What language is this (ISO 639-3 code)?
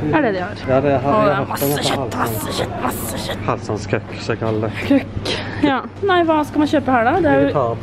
nor